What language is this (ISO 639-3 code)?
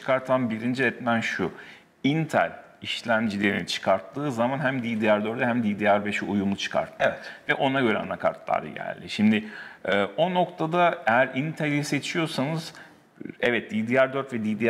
tur